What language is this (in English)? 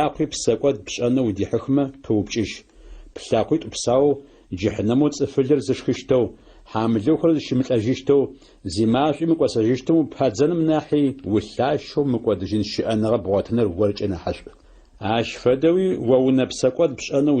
Adyghe